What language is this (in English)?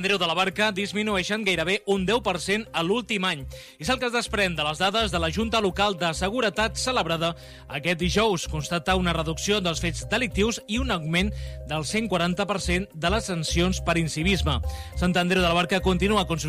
Catalan